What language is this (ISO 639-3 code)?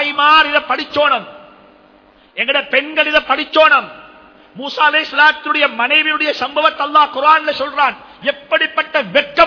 tam